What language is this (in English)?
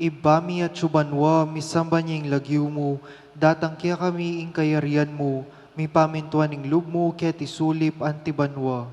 Pampanga